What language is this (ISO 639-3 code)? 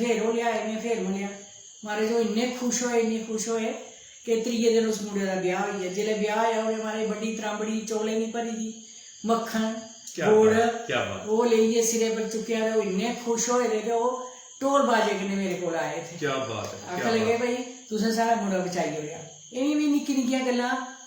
doi